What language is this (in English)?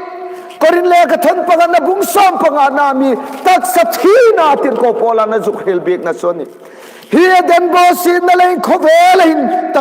Hmar